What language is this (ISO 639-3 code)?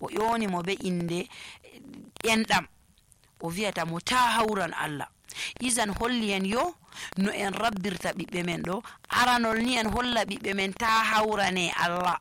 fuv